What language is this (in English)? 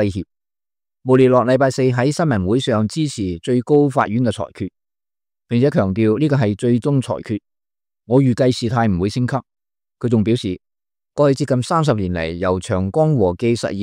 Cantonese